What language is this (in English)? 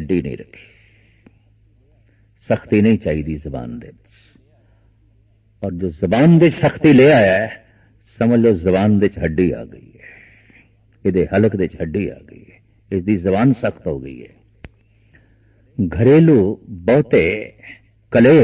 Punjabi